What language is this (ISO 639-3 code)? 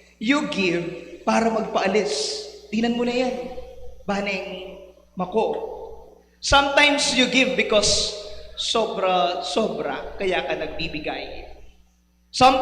pam